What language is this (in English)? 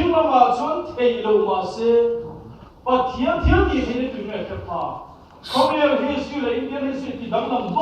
Mizo